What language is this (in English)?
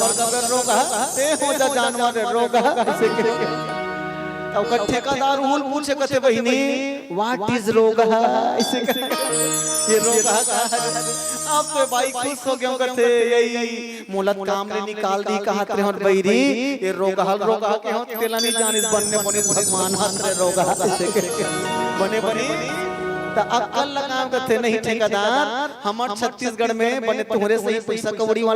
Chhattisgarhi